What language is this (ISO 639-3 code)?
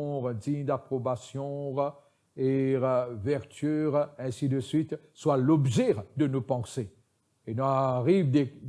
mfe